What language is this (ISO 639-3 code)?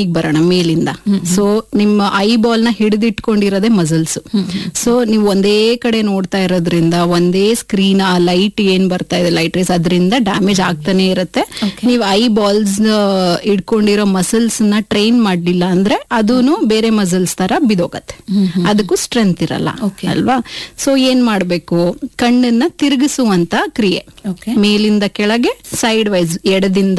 kan